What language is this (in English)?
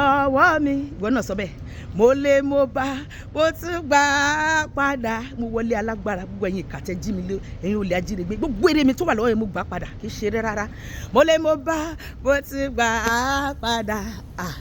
Yoruba